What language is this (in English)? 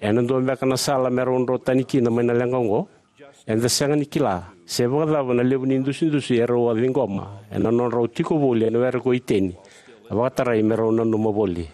Fijian